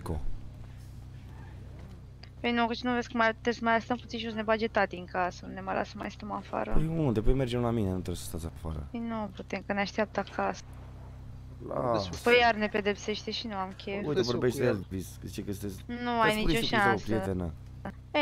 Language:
Romanian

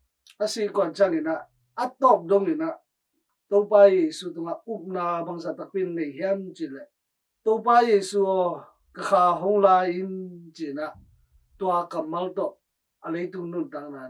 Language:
Tedim Chin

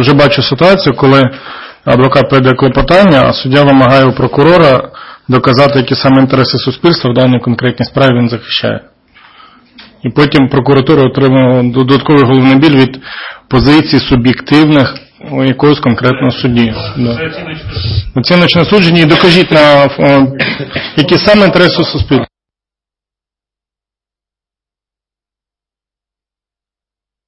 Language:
Ukrainian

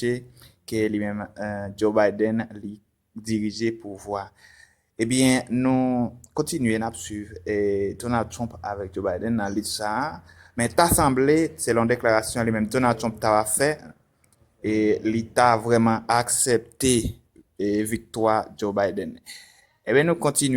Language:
Haitian Creole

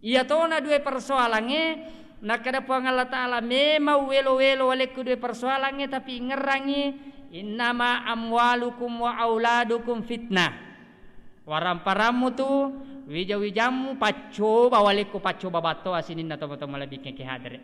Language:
Buginese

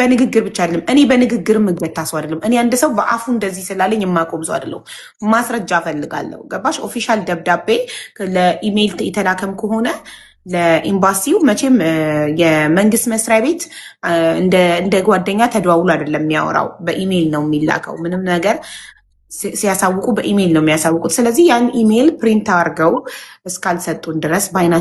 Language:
Amharic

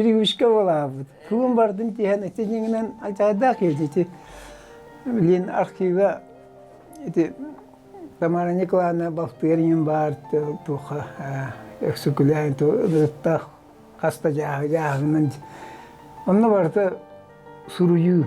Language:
Yakut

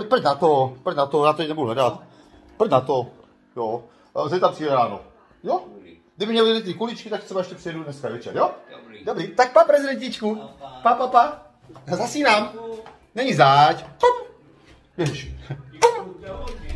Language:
Czech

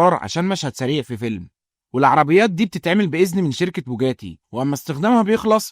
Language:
Egyptian Arabic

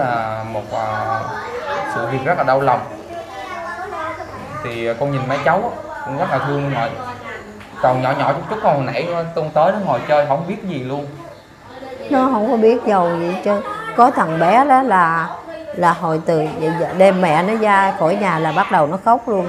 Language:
Vietnamese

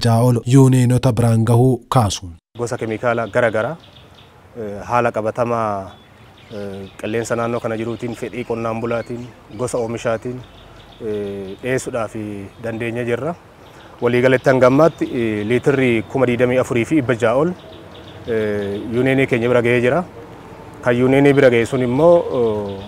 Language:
Oromo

